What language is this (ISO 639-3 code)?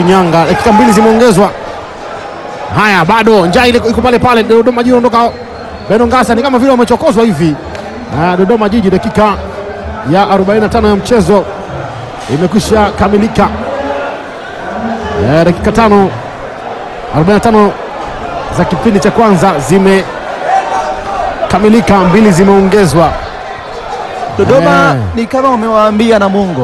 swa